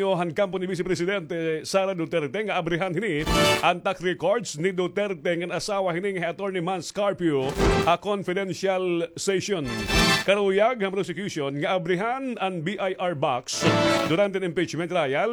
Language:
Waray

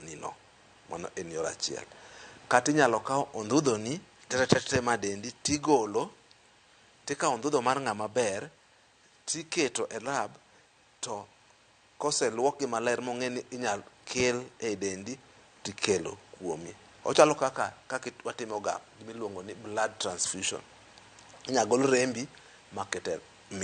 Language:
Luo (Kenya and Tanzania)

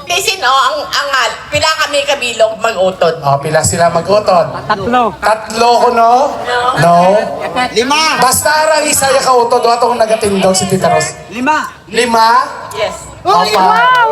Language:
Hiligaynon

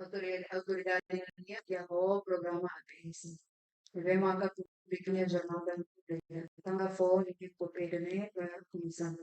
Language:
Tetum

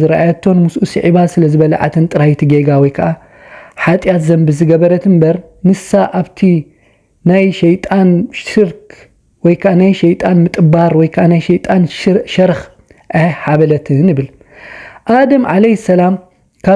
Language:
Tigrinya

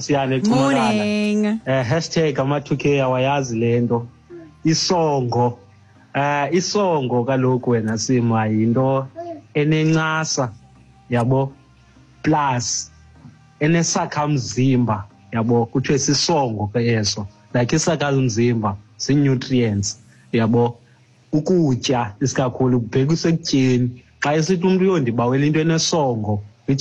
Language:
Xhosa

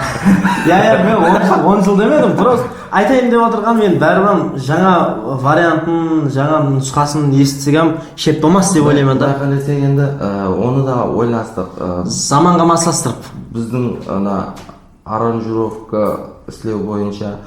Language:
Kara-Kalpak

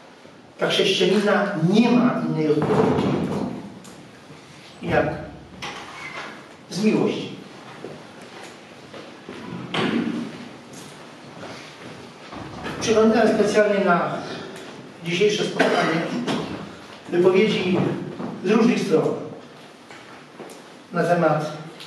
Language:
Polish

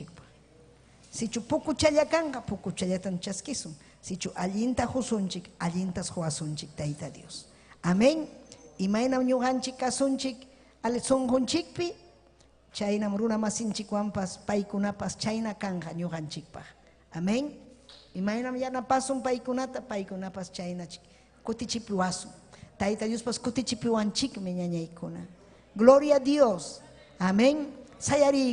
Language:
Ayacucho Quechua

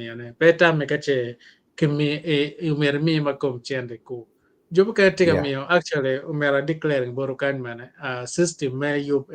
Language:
Acoli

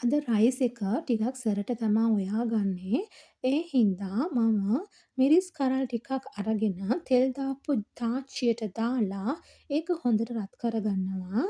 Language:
Sinhala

